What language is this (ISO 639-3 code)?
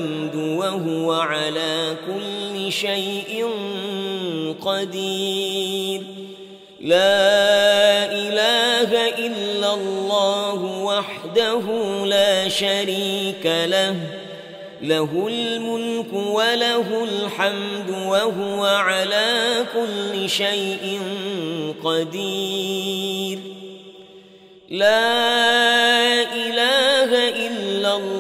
ara